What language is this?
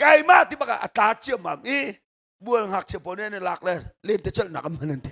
Hakha Chin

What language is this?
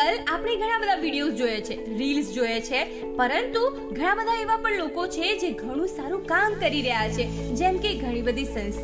Gujarati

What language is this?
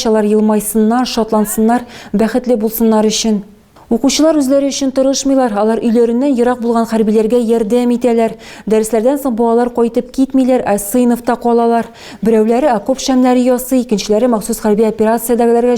Tatar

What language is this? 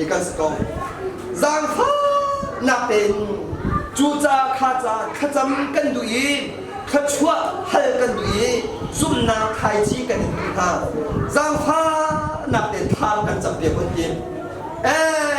Hakha Chin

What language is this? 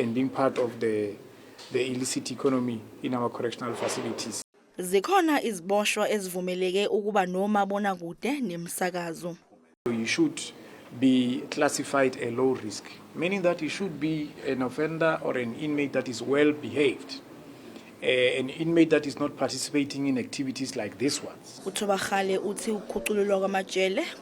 Zulu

